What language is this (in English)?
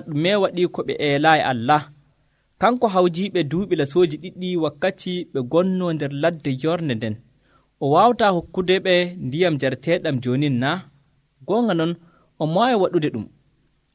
Nigerian Fulfulde